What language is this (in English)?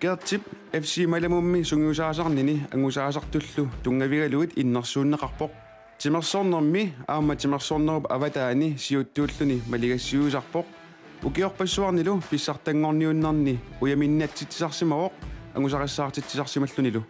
Kalaallisut